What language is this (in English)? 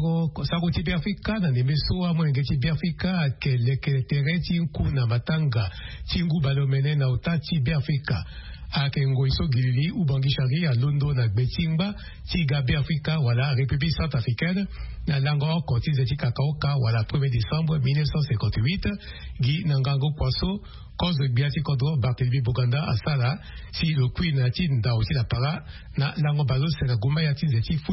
Sango